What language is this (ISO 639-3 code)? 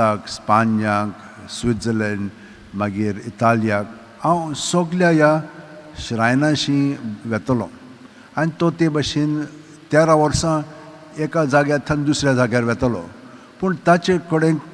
kok